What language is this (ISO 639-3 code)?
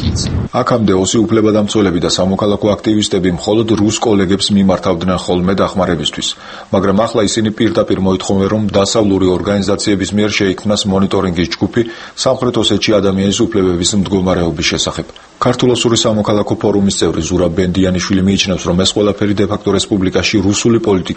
kat